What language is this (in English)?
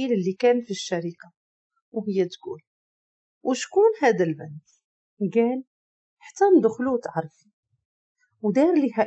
Moroccan Arabic